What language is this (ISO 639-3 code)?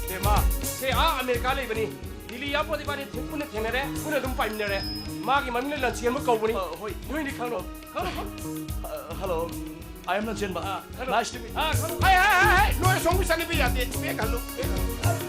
mni